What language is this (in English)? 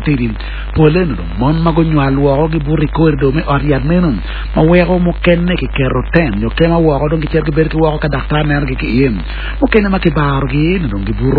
Acoli